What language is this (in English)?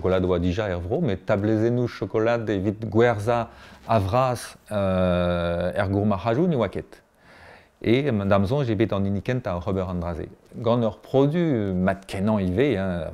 Breton